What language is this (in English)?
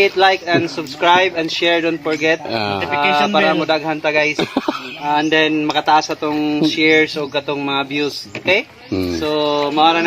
Cebuano